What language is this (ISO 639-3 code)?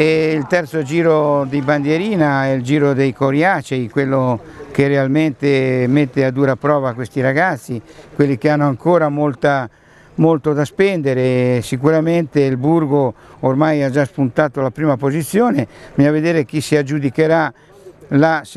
ita